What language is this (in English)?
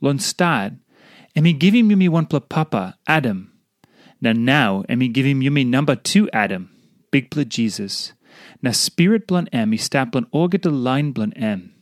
Tok Pisin